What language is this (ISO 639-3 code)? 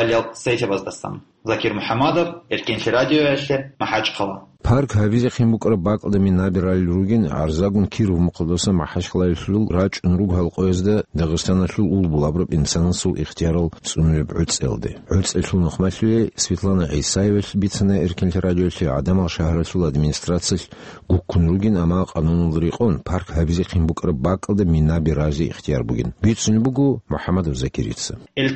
ava